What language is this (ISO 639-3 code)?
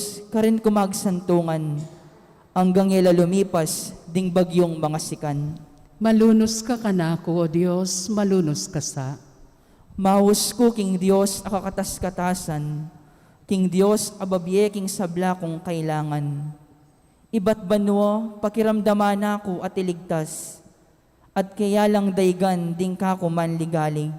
pam